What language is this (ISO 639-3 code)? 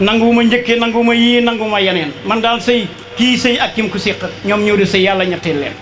wol